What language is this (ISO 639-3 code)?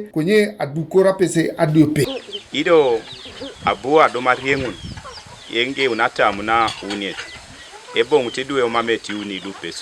teo